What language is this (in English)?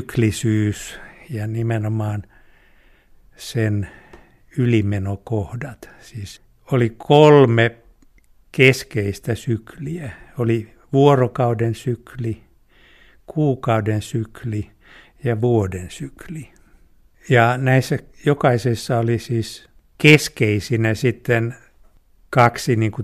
Finnish